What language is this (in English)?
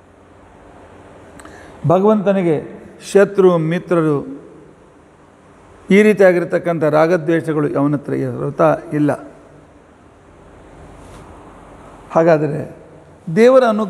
Kannada